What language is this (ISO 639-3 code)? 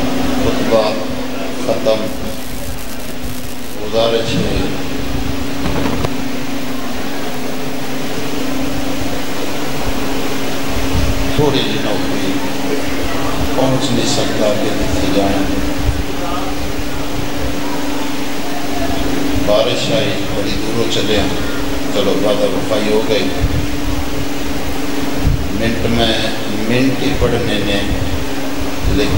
urd